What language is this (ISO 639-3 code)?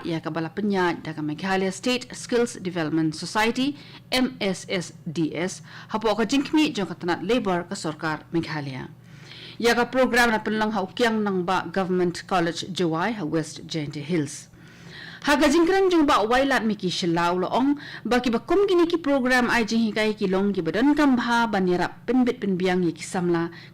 kha